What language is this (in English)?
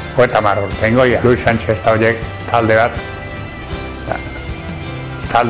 Basque